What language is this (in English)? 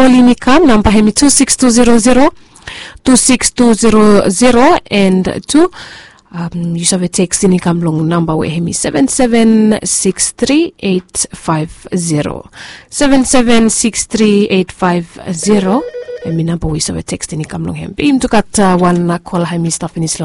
Bislama